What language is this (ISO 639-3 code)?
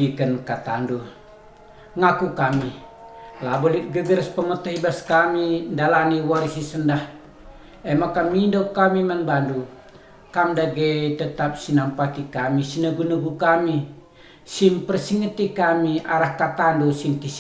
btx